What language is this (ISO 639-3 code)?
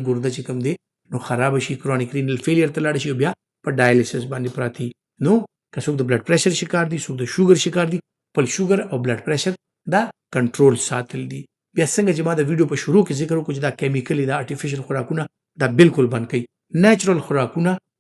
pus